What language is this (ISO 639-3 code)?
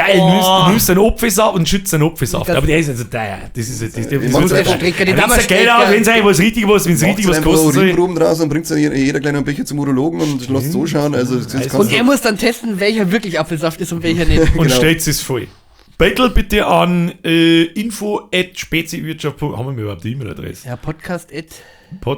bar